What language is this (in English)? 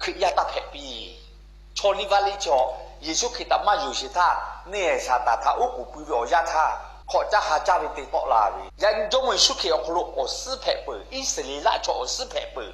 Lahu